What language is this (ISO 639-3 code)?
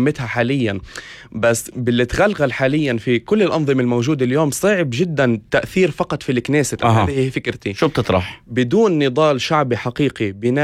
apc